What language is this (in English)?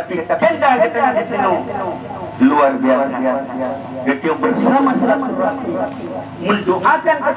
Achinese